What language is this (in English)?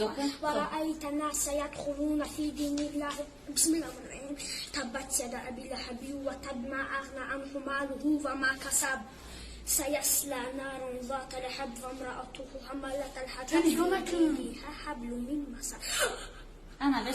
Tajik